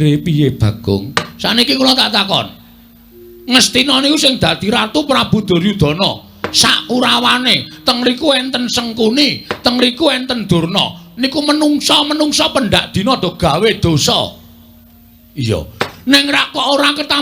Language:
Javanese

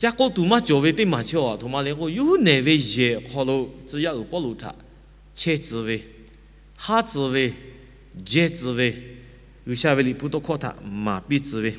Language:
Lahu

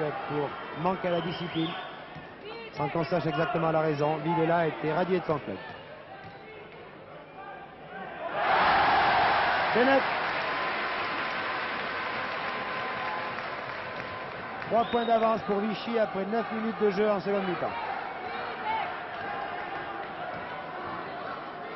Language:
French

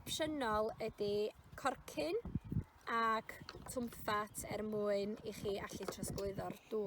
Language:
Welsh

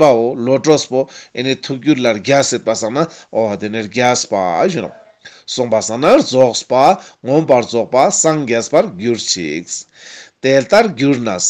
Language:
Ladakhi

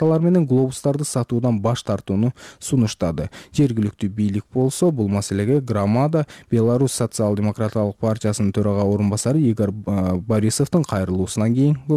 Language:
Kyrgyz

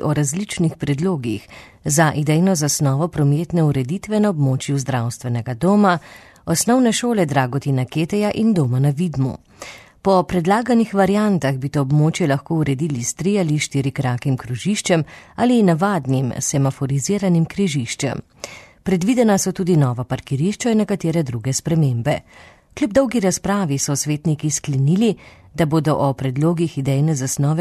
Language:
Slovenian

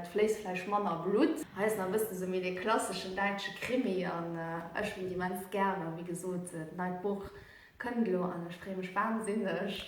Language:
Luxembourgish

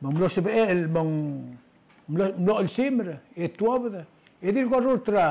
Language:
Palauan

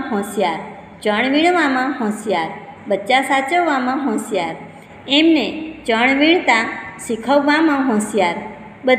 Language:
Gujarati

